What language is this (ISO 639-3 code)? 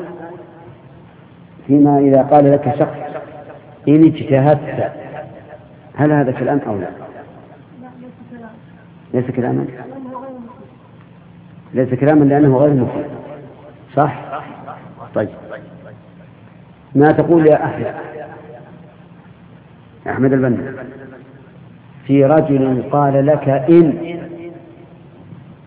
ara